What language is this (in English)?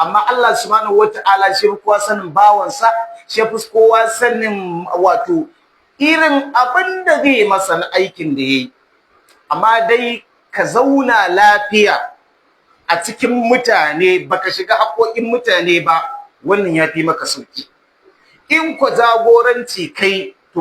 Hausa